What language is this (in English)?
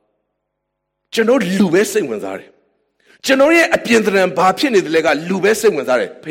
Burmese